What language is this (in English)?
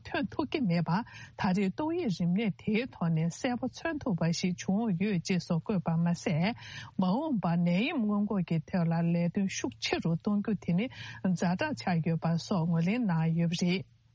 Tibetan